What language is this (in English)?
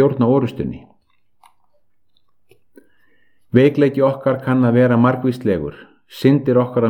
Icelandic